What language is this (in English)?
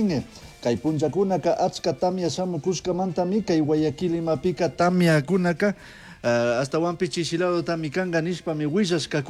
Chimborazo Highland Quichua